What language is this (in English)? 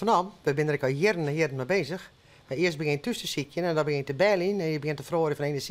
Western Frisian